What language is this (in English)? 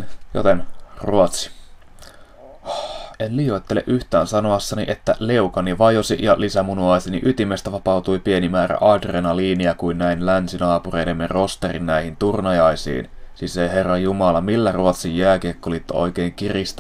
Finnish